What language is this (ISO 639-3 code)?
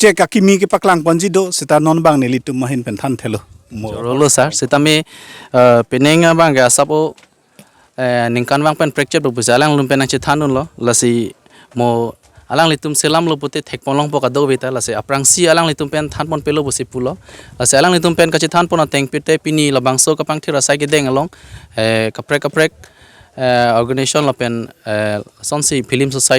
mjw